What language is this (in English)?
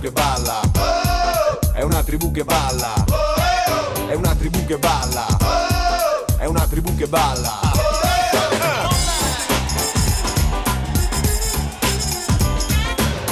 Italian